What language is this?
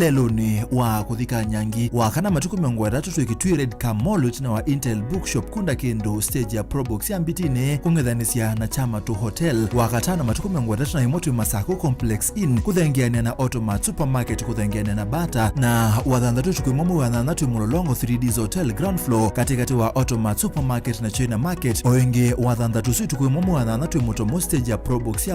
Kamba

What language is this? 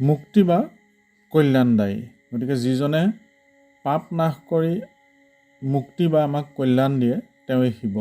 Assamese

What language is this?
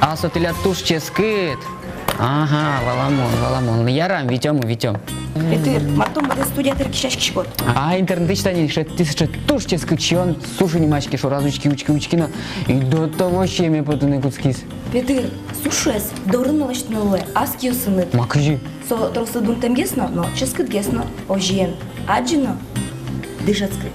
Udmurt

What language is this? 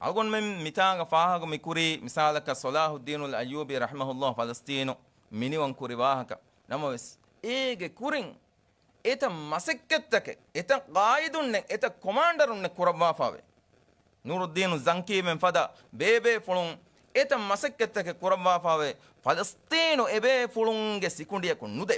Divehi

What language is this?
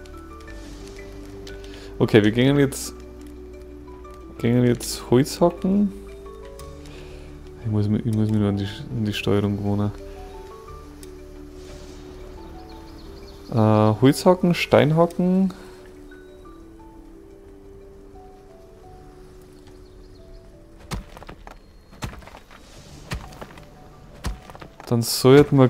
German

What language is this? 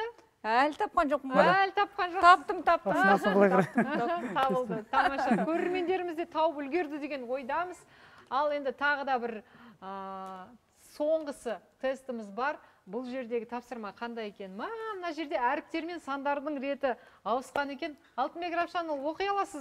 Kazakh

